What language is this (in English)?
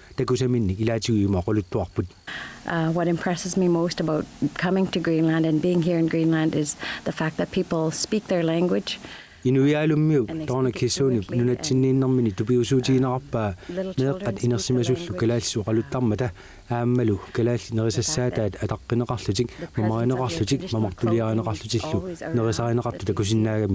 Kalaallisut